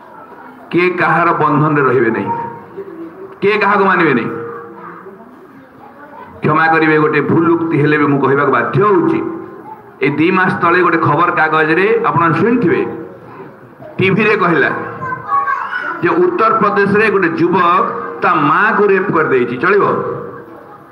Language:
Odia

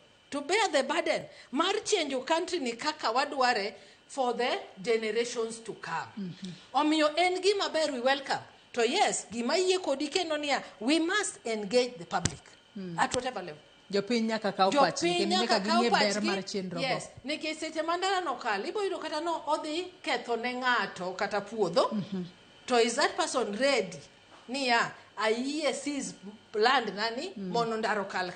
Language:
Luo (Kenya and Tanzania)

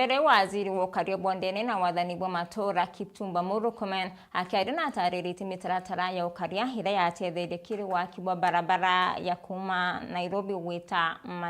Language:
Meru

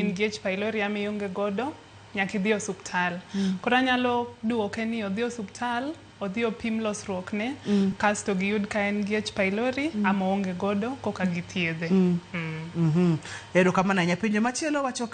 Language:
Luo (Kenya and Tanzania)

